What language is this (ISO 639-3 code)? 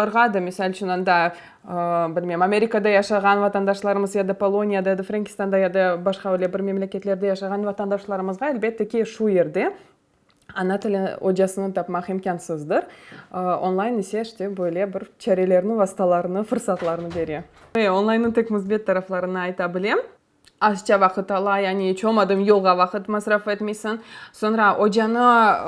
crh